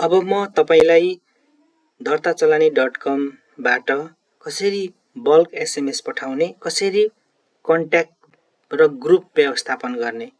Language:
Nepali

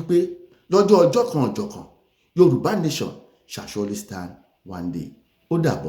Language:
Yoruba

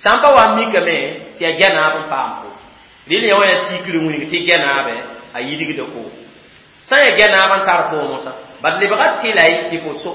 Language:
Mossi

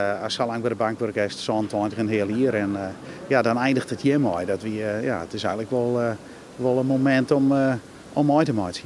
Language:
Western Frisian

